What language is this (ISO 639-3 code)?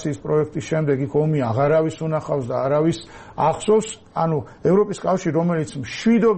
kat